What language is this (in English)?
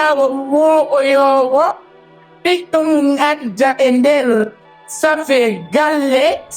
Fula